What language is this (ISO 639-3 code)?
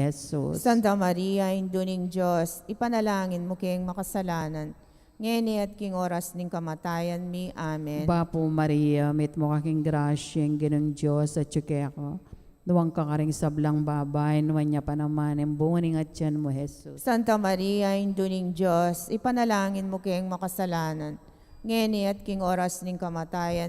pam